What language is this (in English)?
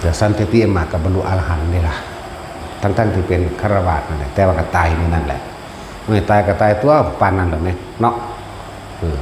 Northeastern Thai